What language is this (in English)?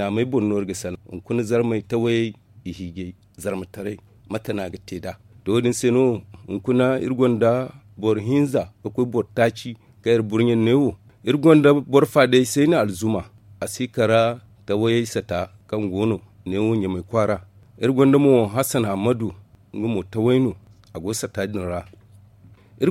Zarma